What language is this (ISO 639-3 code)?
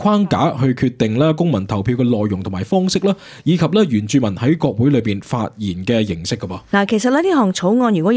yue